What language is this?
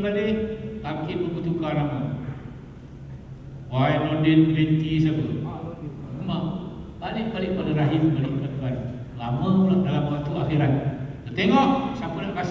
Malay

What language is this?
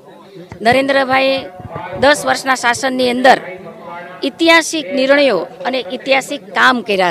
Gujarati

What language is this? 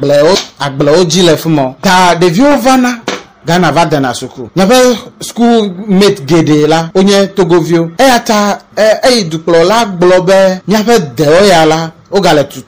Ewe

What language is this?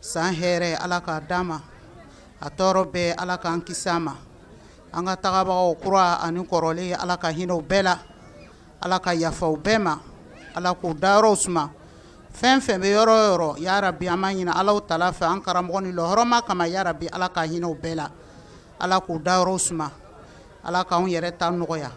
Bambara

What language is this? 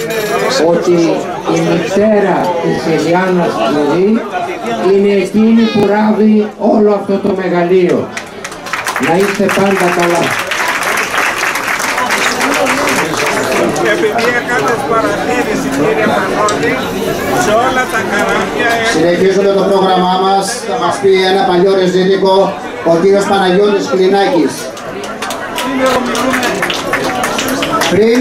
Greek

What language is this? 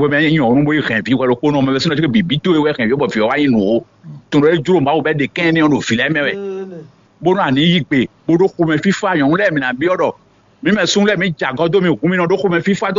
Fon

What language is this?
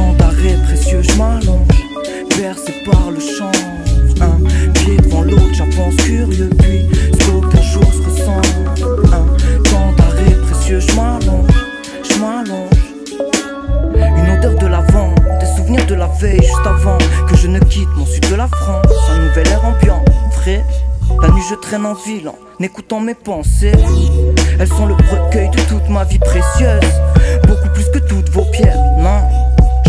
French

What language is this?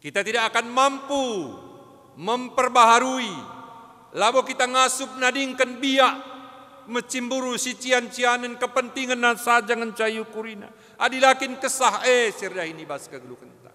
Batak Karo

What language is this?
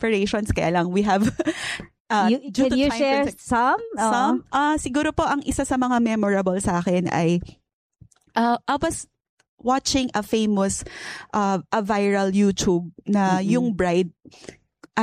Filipino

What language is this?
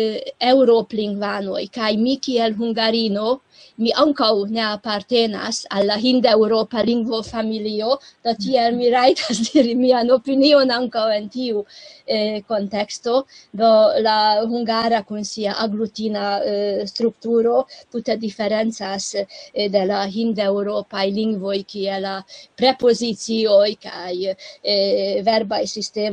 Esperanto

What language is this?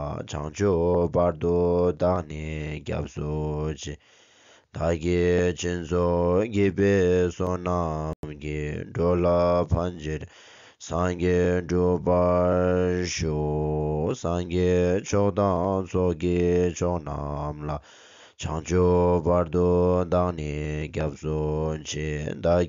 Tibetan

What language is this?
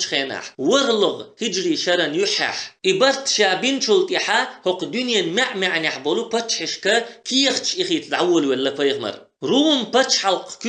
Chechen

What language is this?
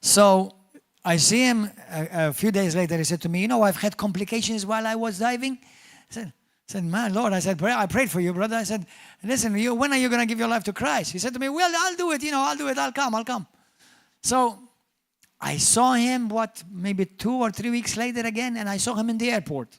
English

